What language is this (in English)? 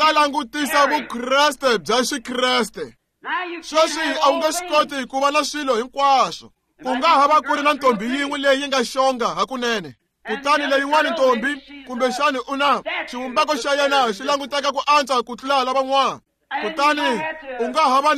Tsonga